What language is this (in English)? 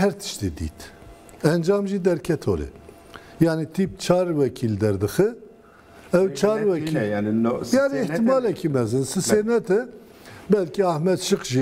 Kurdish